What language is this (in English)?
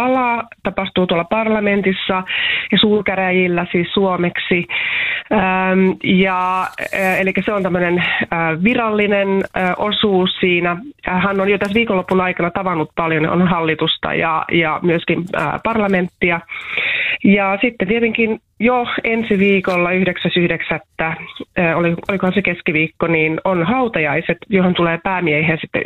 Finnish